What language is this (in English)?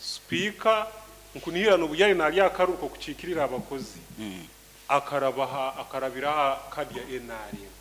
Nyoro